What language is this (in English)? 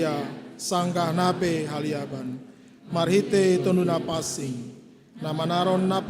Batak Simalungun